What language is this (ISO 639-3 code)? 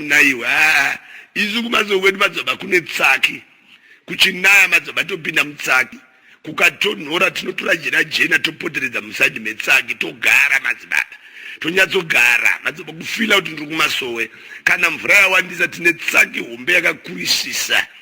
sna